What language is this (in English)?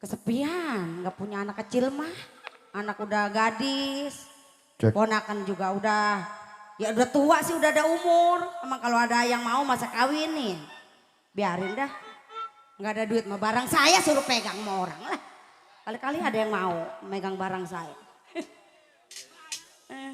Betawi